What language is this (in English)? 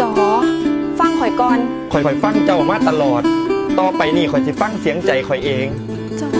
Northeastern Thai